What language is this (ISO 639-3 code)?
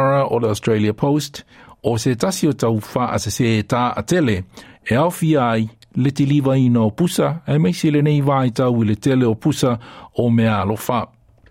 smo